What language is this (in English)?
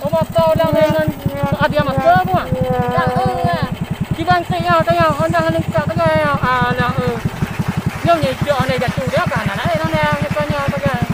Achinese